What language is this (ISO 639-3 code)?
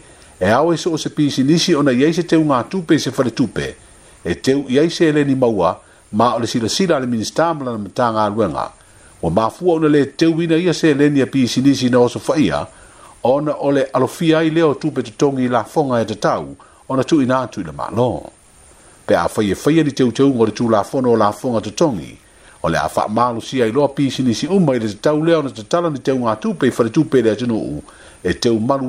smo